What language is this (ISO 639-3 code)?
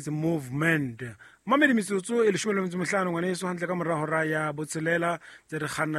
sot